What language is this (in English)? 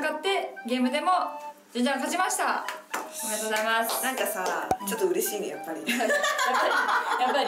Japanese